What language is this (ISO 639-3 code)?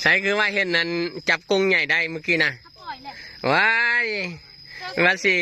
lao